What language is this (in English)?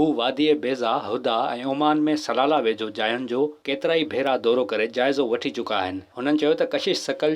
Sindhi